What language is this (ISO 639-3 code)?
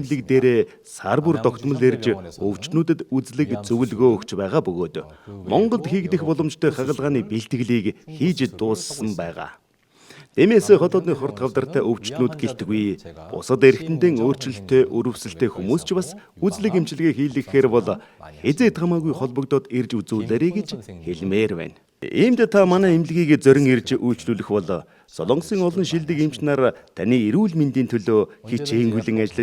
mon